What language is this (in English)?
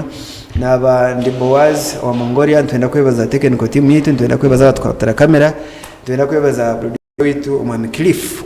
Nyankole